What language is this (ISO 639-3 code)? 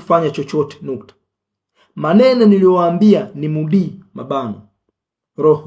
swa